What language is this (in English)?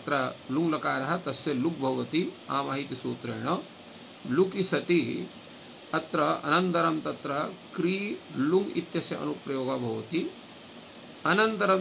Sanskrit